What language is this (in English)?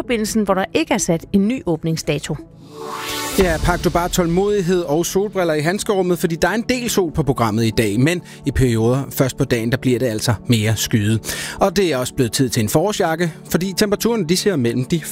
Danish